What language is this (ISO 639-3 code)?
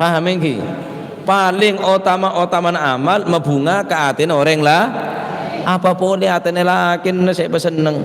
mad